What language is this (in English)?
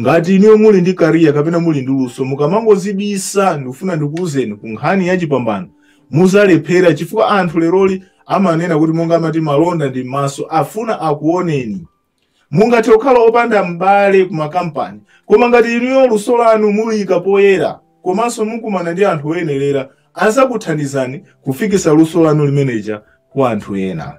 Nyanja